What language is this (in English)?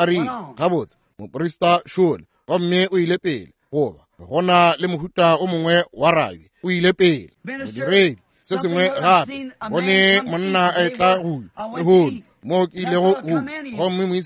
Northern Sotho